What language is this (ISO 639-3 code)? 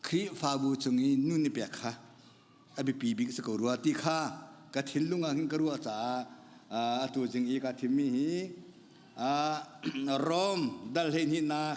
cnh